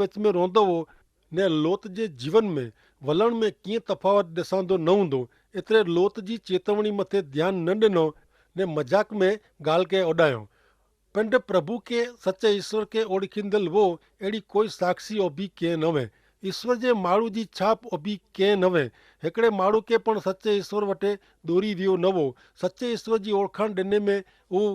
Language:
Kachhi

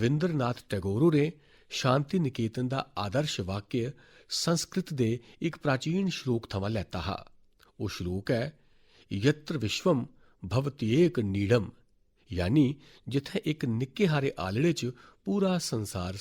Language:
Dogri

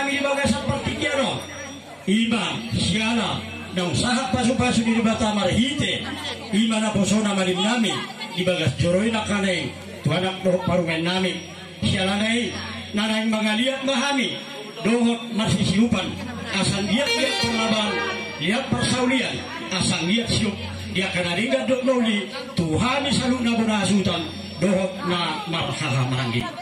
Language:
Batak Toba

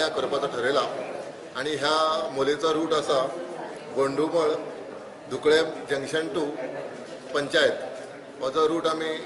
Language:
Konkani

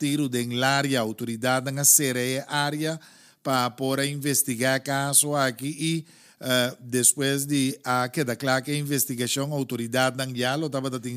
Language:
Papiamento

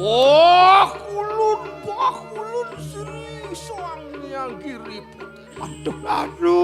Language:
Balinese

